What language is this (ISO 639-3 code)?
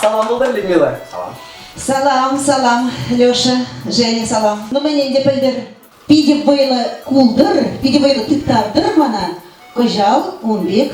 chv